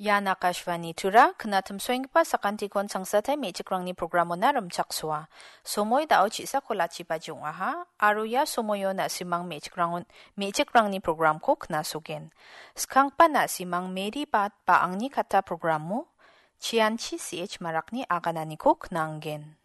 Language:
Garo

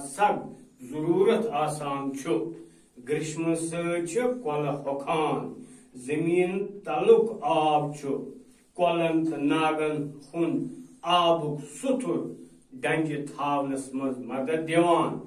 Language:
Kashmiri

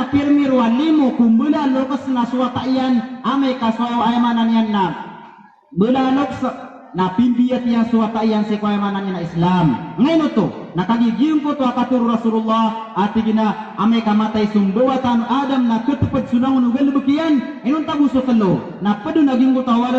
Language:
Maranao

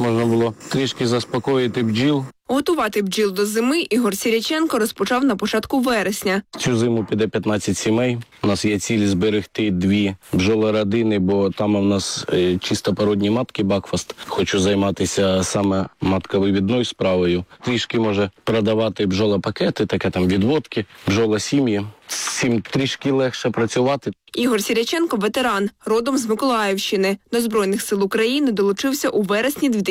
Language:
Ukrainian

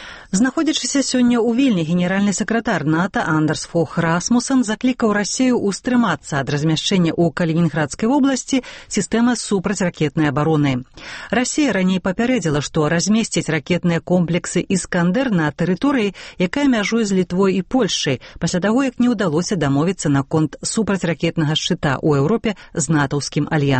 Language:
Belarusian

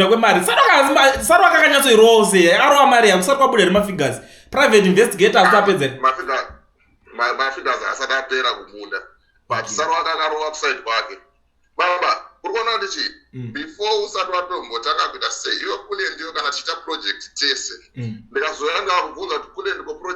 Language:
Shona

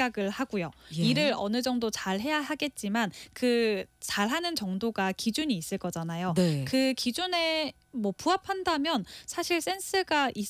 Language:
Korean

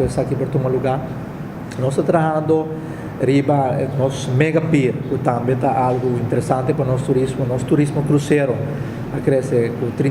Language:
Papiamento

